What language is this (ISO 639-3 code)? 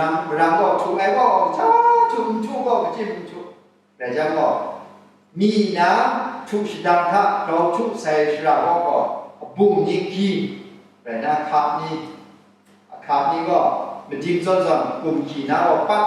kac